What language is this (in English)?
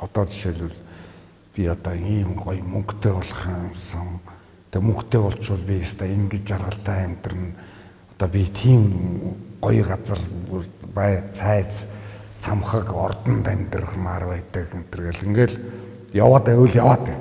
Mongolian